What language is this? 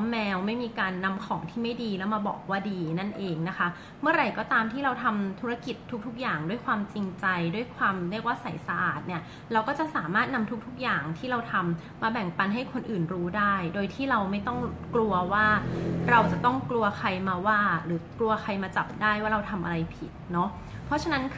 Thai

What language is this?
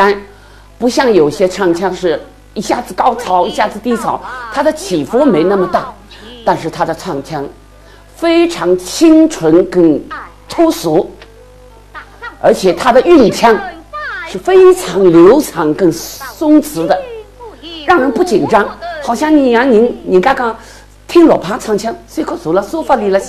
Chinese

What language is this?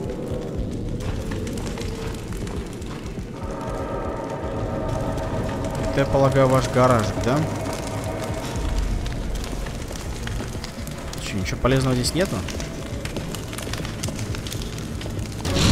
Russian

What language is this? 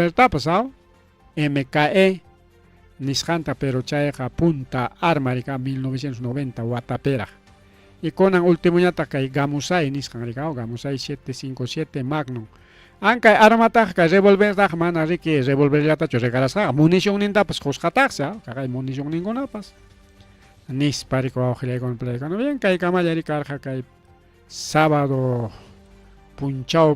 Ayacucho Quechua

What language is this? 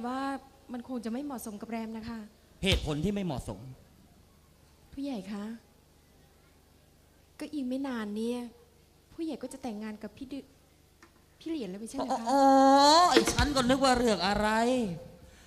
Thai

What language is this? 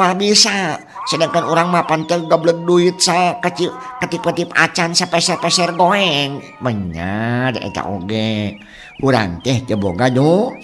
Sundanese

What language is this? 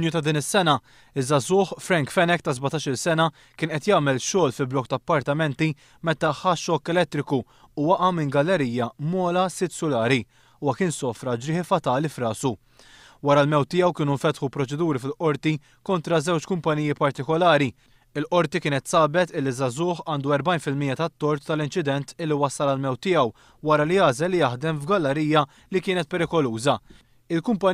Maltese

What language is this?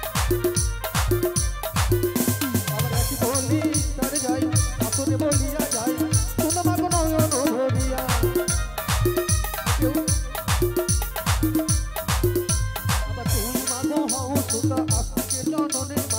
Bangla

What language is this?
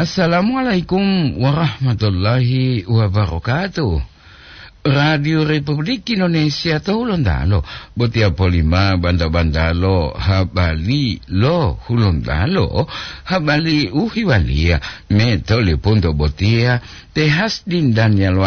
Gorontalo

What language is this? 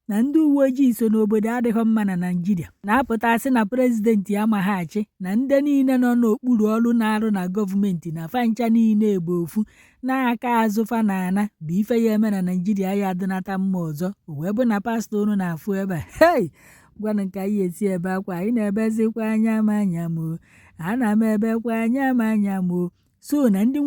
Igbo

